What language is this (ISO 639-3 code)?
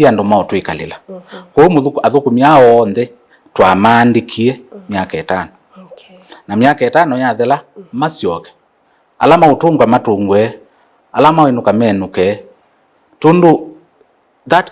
kam